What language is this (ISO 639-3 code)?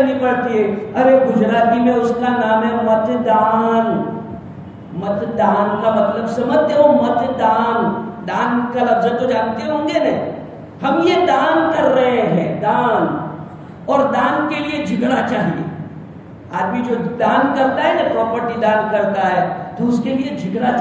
urd